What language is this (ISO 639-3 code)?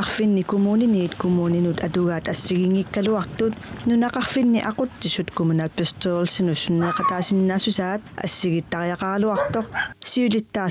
kal